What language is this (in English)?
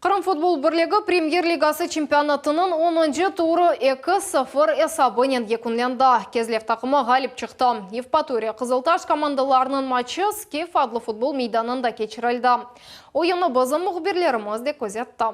Crimean Tatar